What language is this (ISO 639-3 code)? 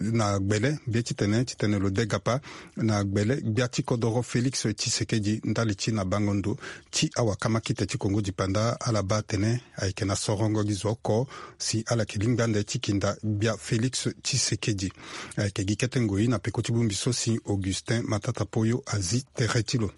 sag